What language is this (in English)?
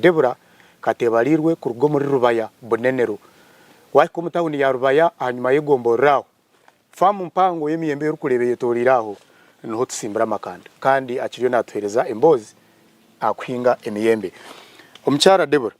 Nyankole